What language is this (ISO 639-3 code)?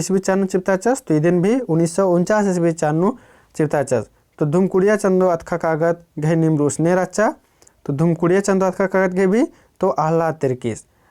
kru